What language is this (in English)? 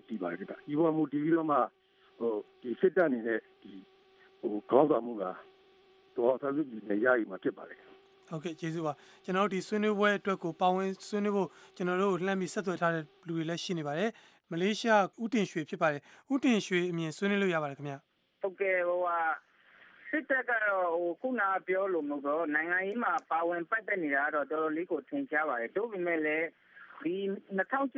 Burmese